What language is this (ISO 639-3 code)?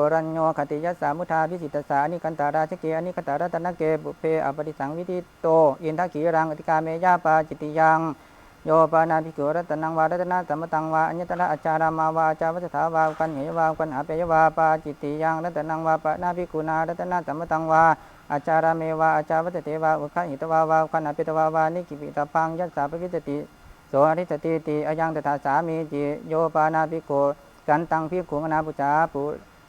pli